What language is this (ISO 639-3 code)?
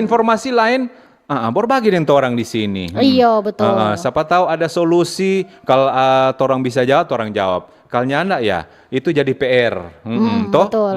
xmm